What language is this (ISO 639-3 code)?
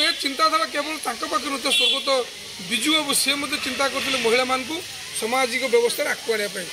ori